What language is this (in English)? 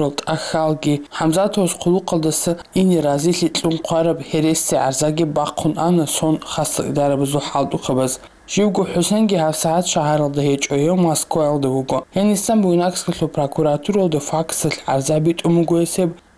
Avaric